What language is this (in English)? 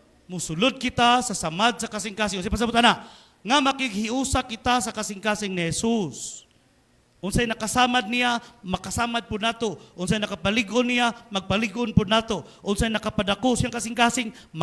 Cebuano